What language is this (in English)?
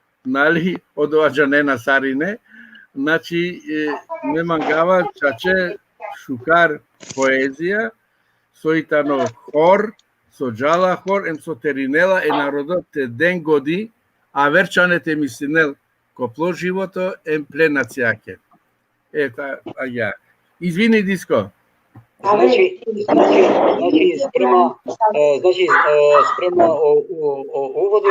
Balkan Romani